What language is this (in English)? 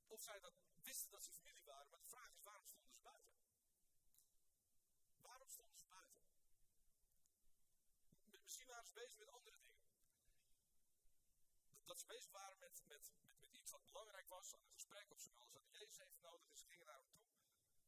Dutch